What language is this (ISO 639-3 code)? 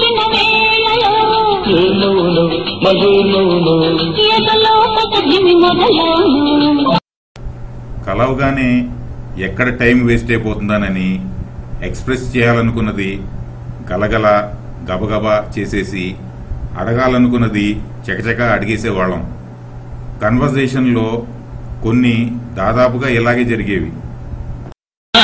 tel